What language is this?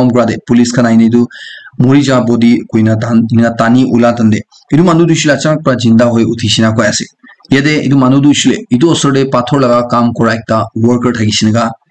Naga Pidgin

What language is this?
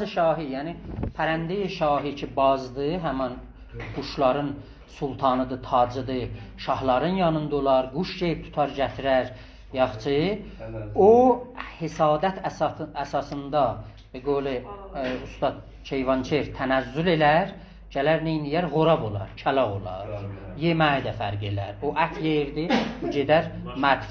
South Azerbaijani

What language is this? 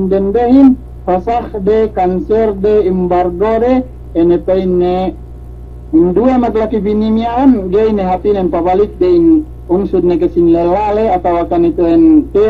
Yakan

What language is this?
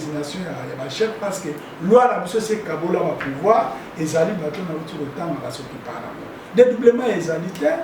Lingala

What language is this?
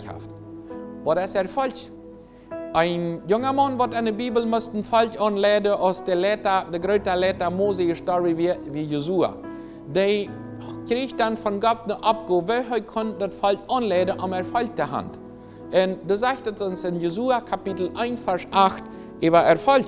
Plautdietsch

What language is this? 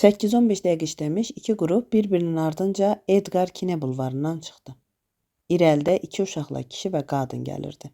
Azerbaijani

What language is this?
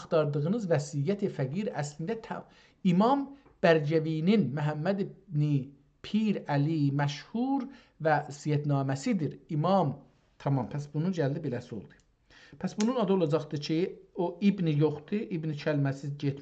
South Azerbaijani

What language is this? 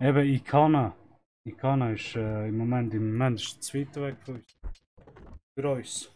Swiss German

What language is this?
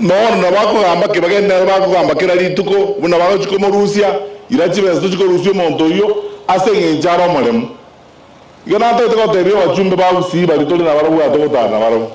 Gusii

